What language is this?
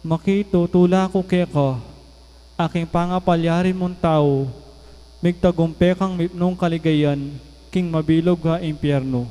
Pampanga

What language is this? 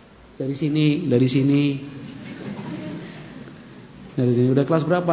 Indonesian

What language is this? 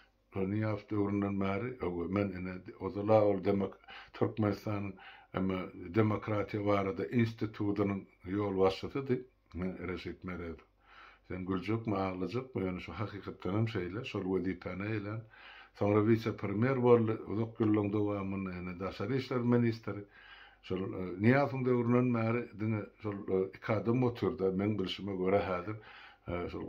Turkmen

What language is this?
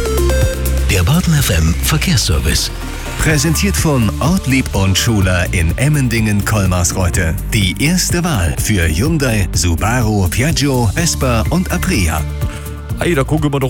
German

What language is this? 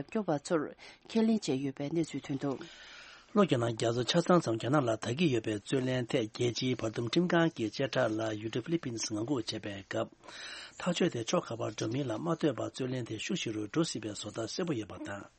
Tibetan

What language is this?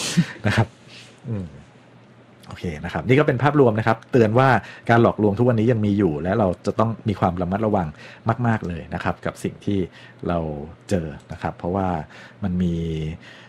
Thai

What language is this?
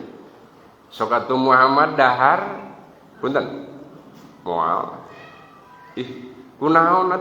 Sundanese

